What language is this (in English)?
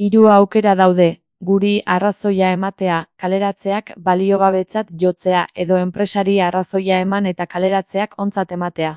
Basque